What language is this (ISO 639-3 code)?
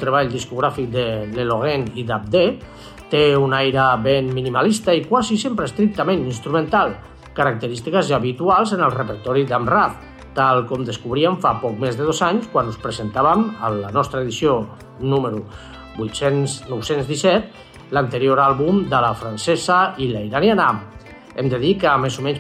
cat